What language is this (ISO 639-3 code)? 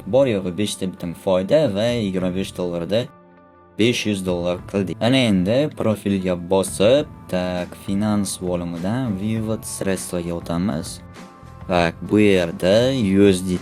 uzb